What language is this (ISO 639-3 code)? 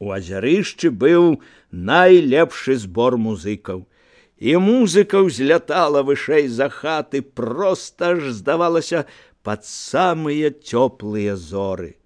bel